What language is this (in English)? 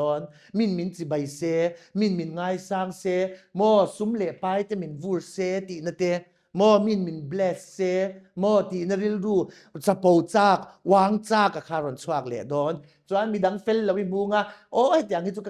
Mizo